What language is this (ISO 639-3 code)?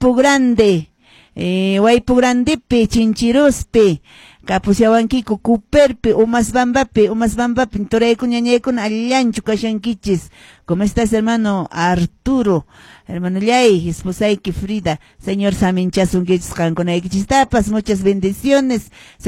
que